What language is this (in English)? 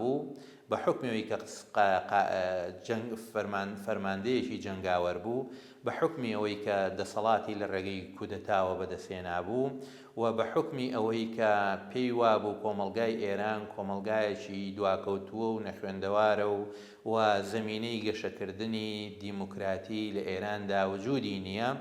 Central Kurdish